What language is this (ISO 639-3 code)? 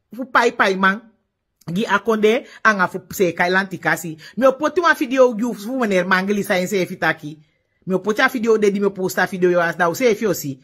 srn